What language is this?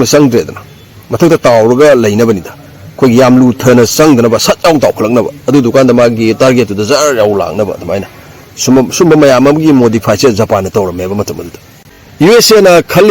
Manipuri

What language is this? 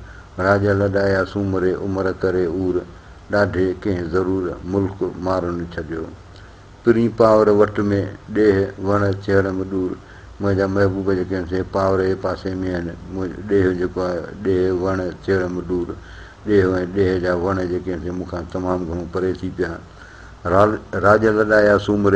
Sindhi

